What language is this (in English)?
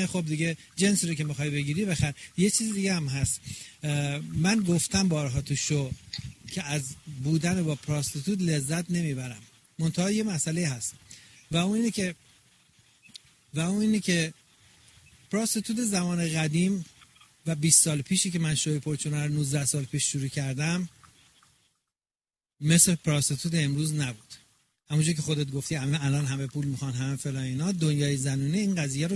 Persian